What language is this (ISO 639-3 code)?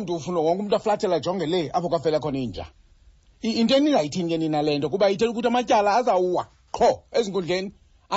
xho